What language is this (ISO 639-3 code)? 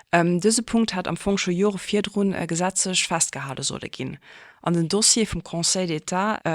ltz